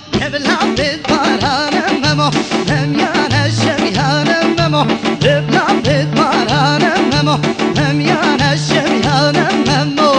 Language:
Kurdish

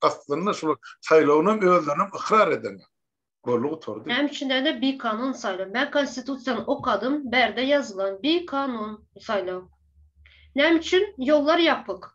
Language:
Turkmen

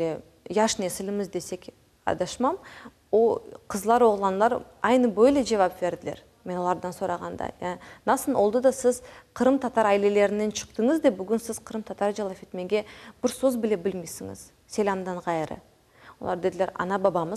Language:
Crimean Tatar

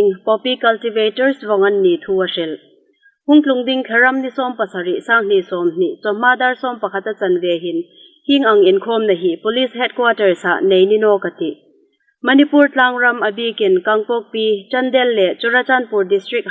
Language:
Hmar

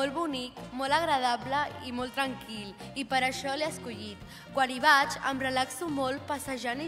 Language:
Catalan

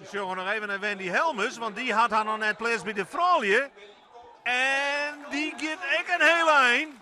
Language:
Western Frisian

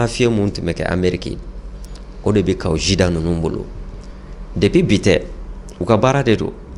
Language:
Bambara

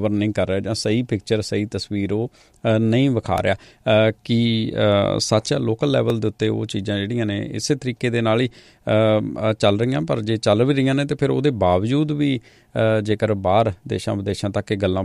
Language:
Punjabi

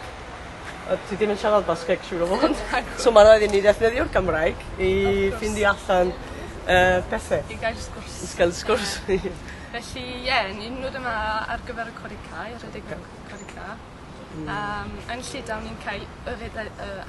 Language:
Welsh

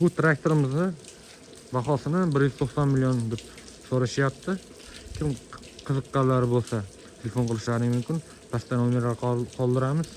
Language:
Uzbek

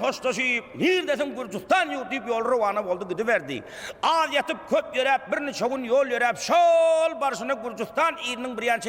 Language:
Turkmen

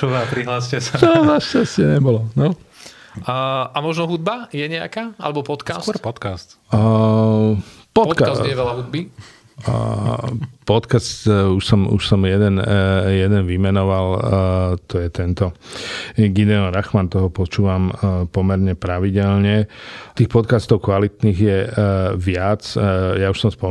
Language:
Slovak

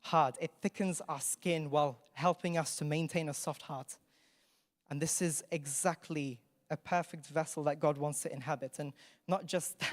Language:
English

